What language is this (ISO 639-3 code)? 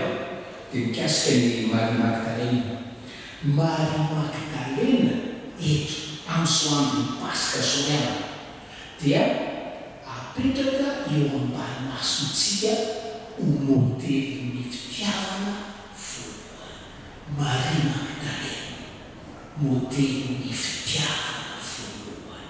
mlg